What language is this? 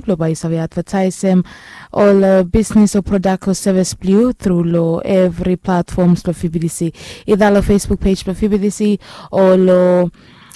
Bislama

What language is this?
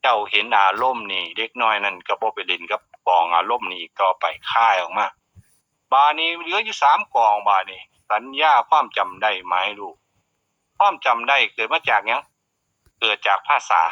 Northeastern Thai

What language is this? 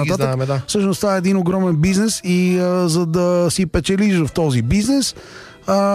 Bulgarian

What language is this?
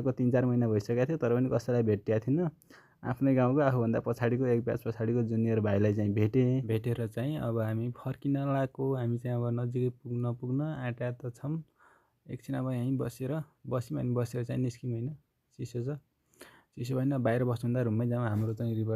Nepali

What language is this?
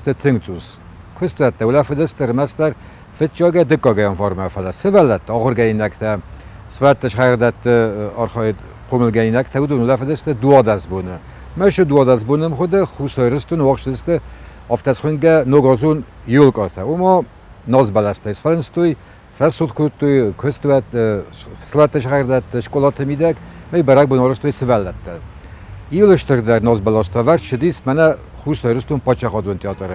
Ossetic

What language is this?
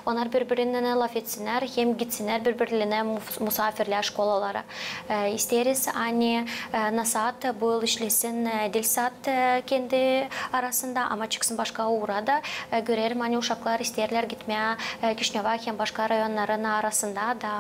Gagauz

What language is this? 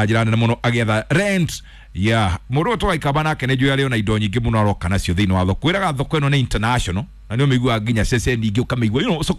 Kikuyu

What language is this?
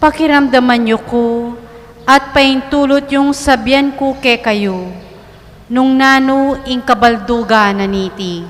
Pampanga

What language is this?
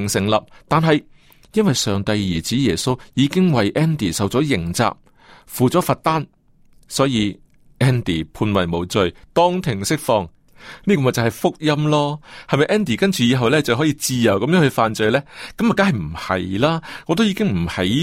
Cantonese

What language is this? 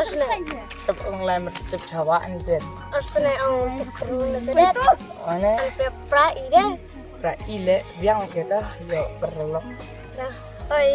Khasi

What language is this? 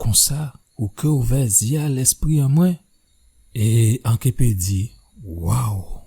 Guadeloupean Creole French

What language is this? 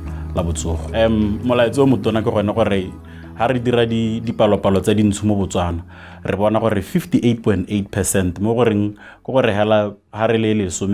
Tswana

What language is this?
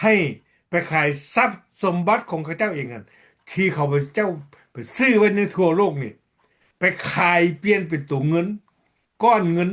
Lao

